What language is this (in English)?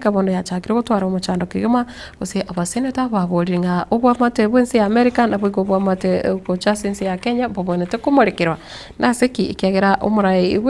Gusii